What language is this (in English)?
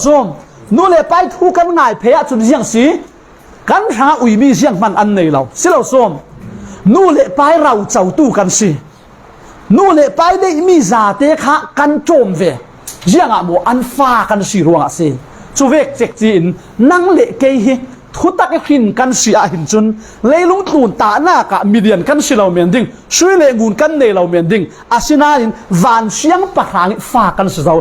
Falam Chin